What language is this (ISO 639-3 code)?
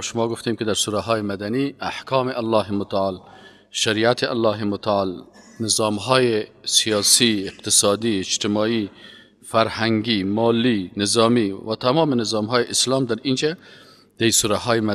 fas